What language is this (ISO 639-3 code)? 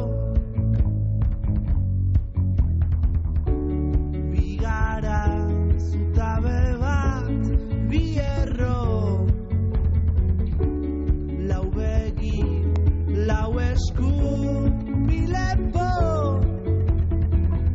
eus